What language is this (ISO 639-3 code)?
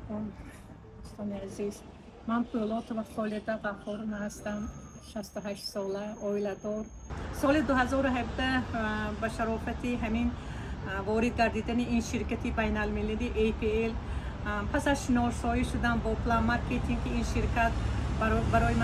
tgk